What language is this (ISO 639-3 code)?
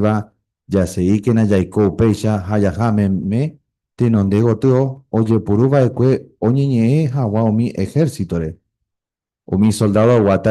grn